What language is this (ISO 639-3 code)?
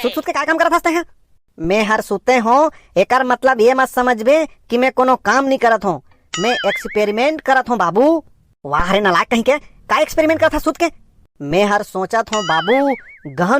hne